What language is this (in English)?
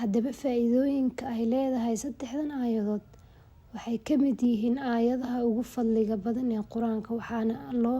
Somali